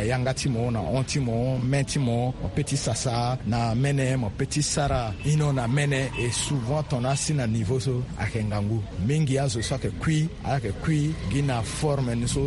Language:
Sango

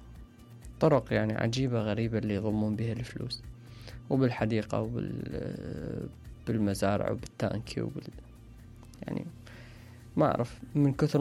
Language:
Mesopotamian Arabic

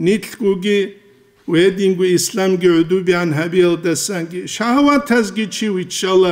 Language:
Avaric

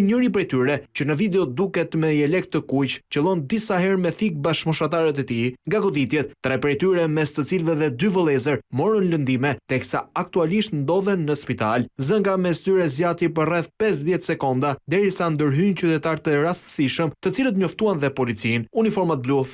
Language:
Albanian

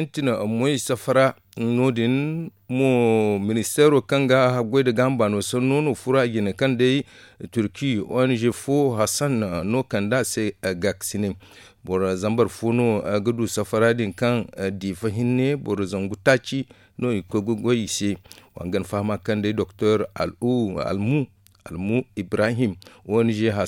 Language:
Zarma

